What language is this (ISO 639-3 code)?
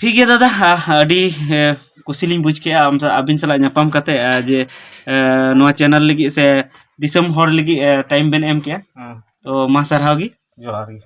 sat